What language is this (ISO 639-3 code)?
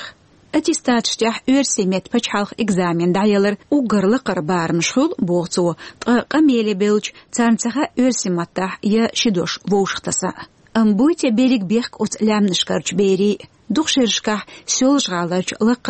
che